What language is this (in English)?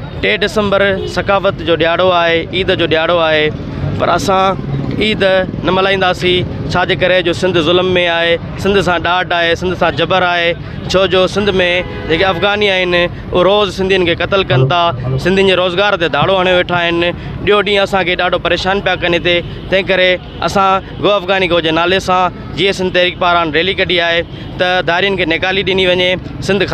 Sindhi